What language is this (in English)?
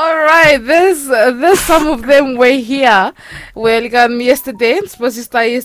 Bislama